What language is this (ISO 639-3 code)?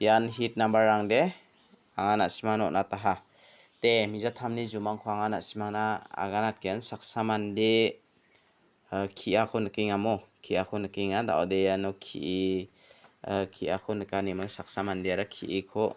grt